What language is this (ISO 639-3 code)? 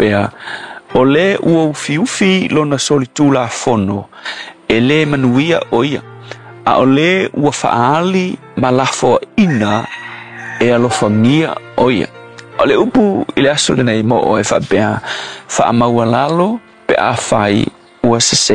smo